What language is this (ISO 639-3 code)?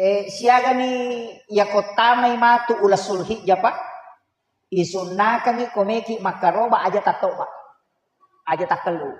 bug